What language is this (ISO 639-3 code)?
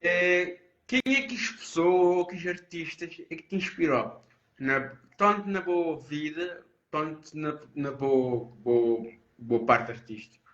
kea